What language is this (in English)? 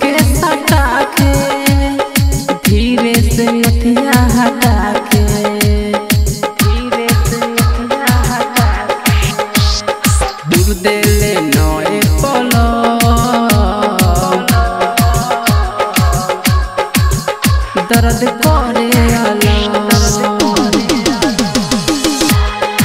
Bhojpuri